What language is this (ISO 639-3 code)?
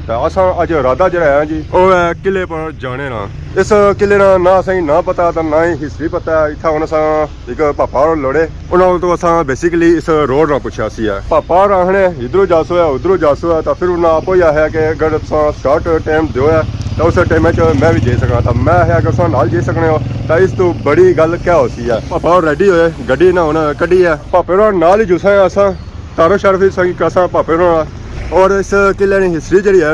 phr